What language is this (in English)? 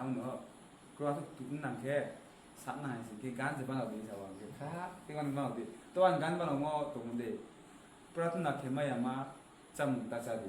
Riang (India)